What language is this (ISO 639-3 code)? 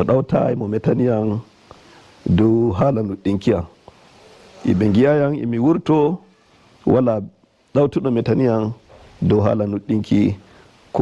fuv